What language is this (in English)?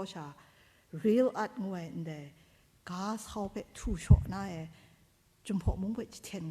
Kachin